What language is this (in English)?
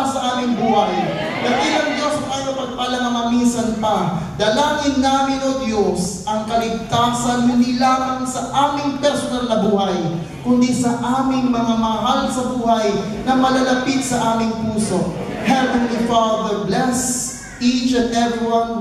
Filipino